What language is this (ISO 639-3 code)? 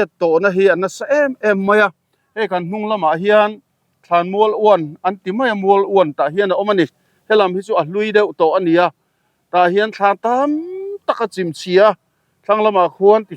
lus